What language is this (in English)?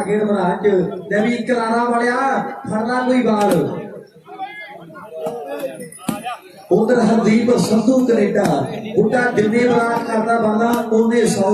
Punjabi